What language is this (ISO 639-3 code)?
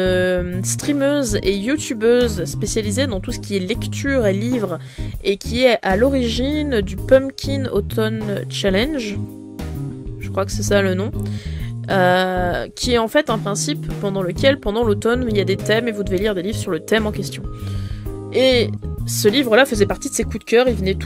fra